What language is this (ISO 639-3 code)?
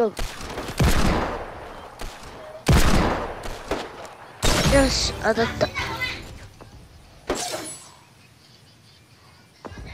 jpn